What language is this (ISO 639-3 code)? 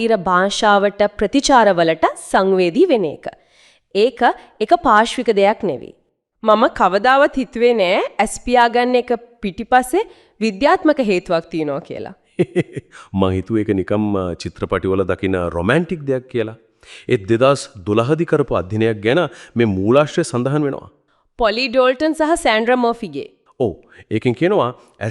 sin